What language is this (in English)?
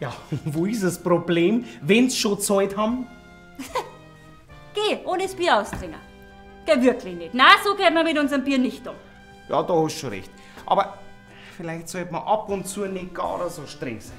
Bavarian